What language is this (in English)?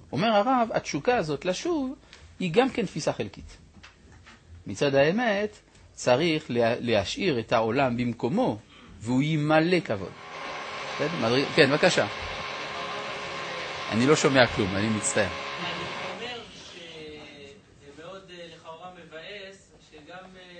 Hebrew